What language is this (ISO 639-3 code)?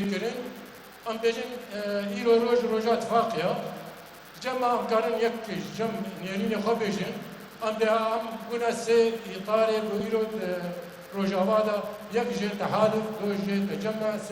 kur